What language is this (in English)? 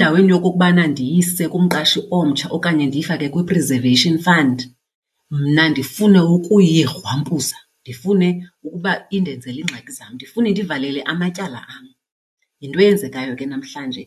Xhosa